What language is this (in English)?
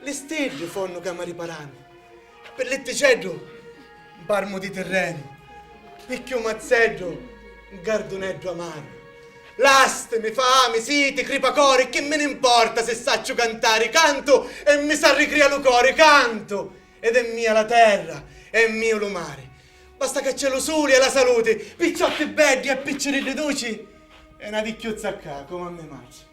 Sicilian